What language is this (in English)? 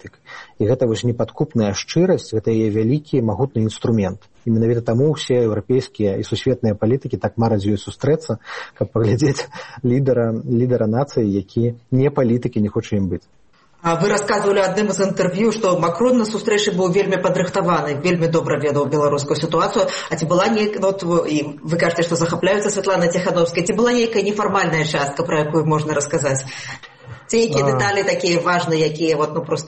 Belarusian